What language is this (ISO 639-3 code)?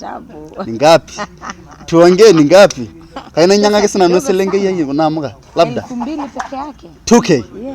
mas